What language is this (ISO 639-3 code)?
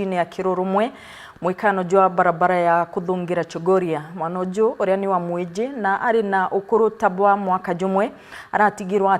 mer